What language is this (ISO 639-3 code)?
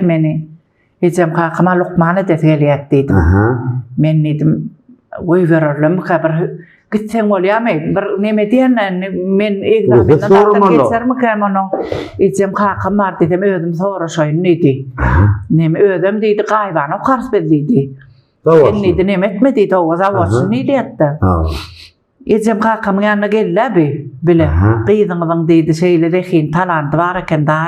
tuk